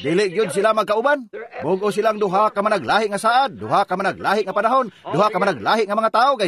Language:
Cebuano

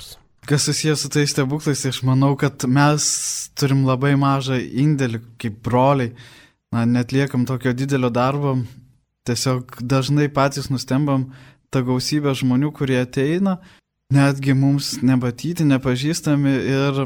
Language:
Lithuanian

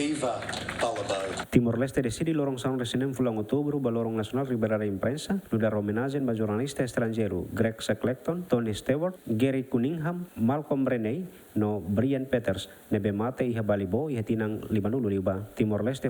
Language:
Tetum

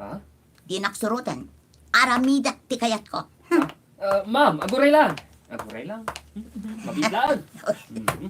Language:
Iloko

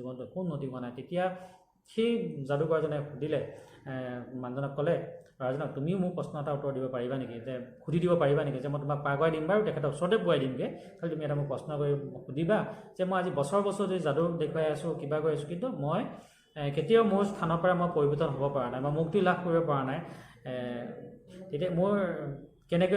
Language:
Assamese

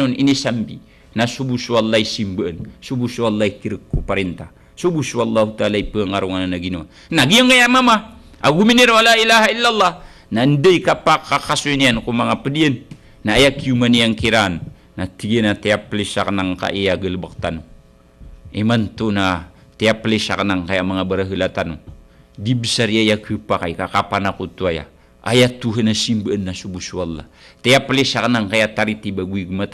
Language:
Maranao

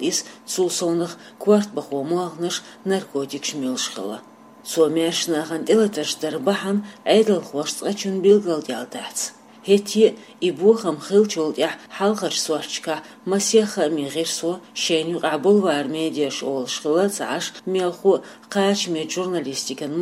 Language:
Chechen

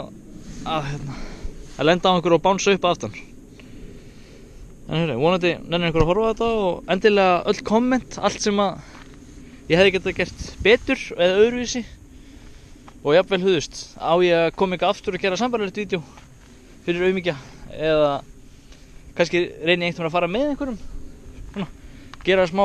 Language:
Icelandic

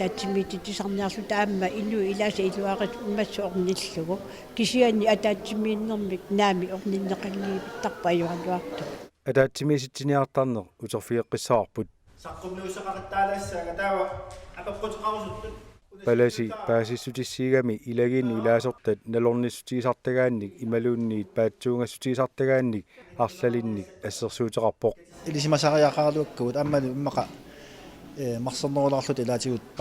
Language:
Kalaallisut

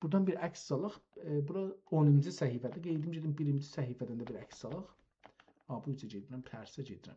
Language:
South Azerbaijani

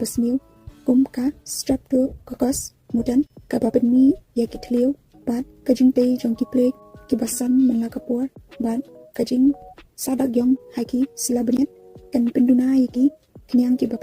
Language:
Khasi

